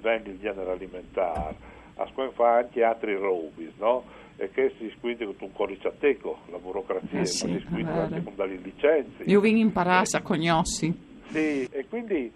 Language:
Friulian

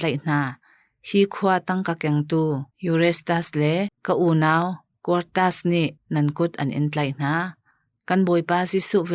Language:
Hakha Chin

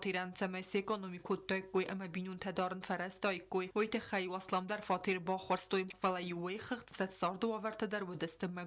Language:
Ossetic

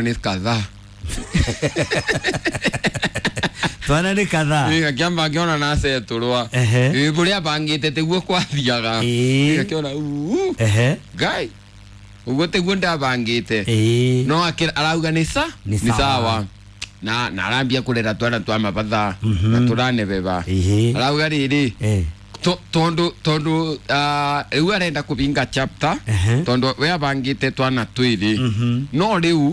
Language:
Kikuyu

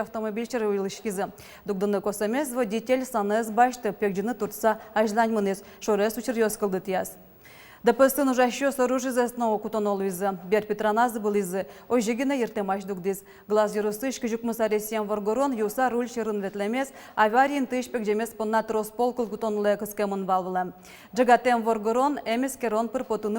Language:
Udmurt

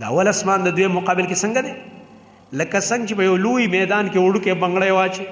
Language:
Pashto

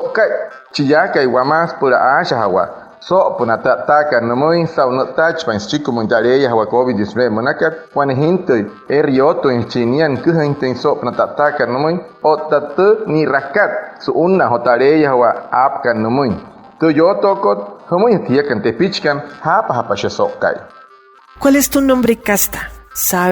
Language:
Wayuu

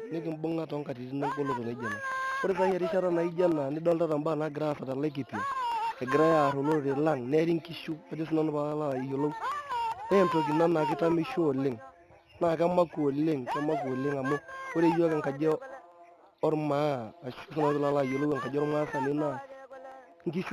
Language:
Masai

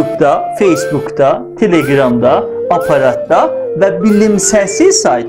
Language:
South Azerbaijani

